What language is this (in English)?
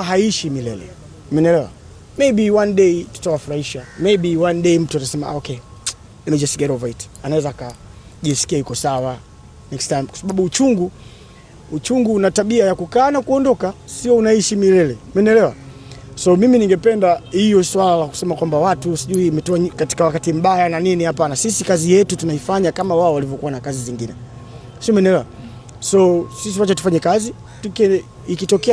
Swahili